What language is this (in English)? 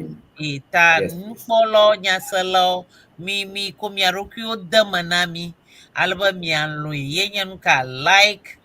Ewe